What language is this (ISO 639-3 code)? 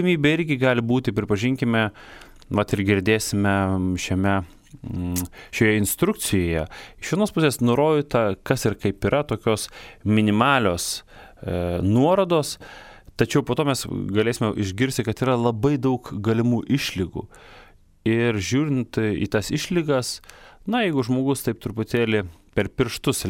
lit